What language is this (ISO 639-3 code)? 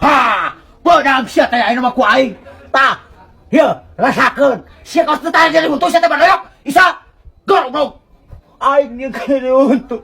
sun